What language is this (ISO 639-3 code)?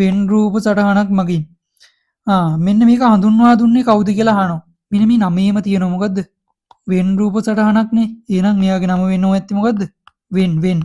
sin